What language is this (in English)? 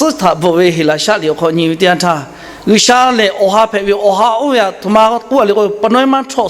Lahu